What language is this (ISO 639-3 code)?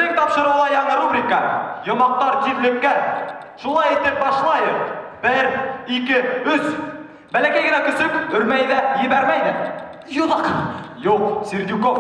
bak